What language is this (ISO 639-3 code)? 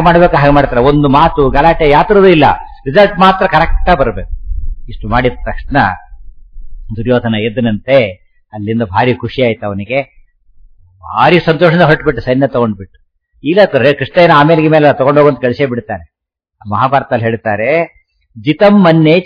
kan